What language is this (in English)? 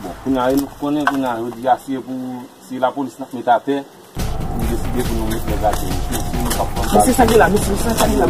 Haitian Creole